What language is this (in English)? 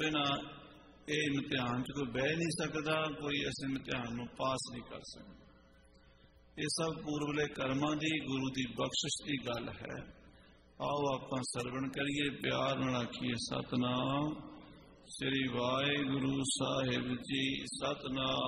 Punjabi